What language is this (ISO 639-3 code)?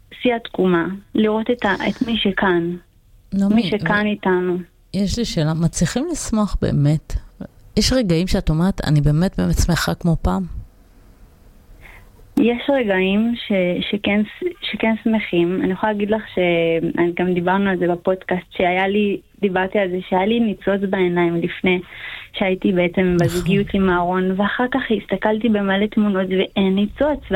heb